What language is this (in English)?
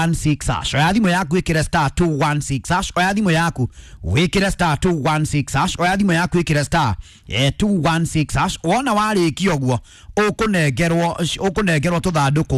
Kikuyu